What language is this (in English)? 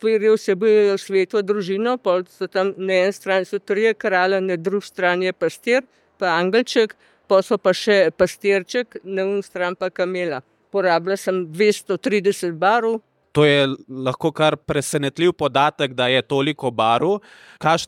Slovenian